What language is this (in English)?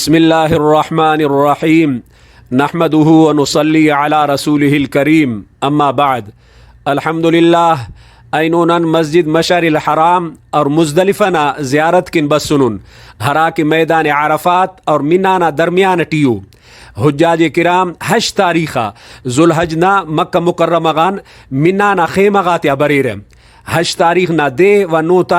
Brahui